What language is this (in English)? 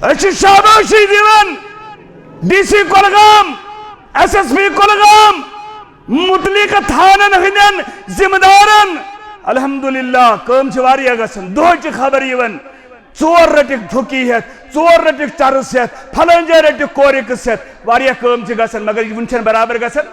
Kashmiri